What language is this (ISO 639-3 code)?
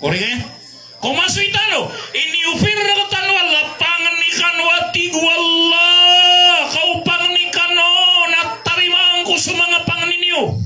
mrw